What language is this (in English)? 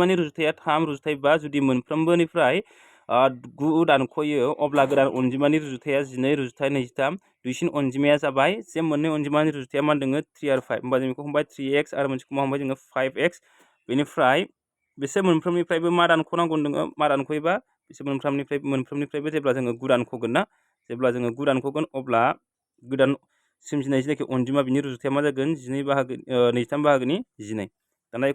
Bodo